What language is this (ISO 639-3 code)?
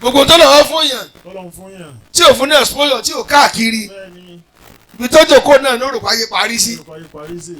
yor